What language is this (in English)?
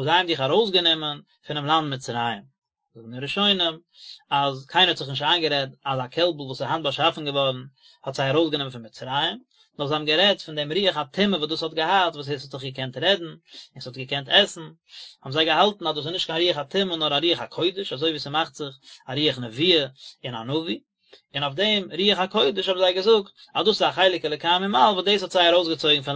Yiddish